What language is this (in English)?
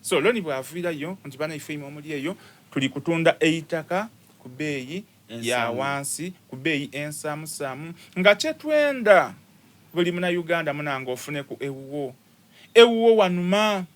Soga